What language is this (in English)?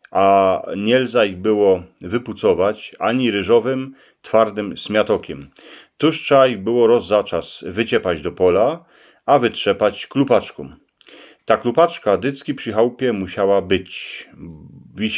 Silesian